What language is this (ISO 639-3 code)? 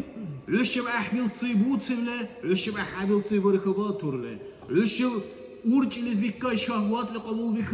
dar